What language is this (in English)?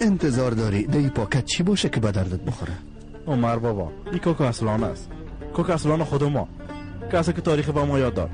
Persian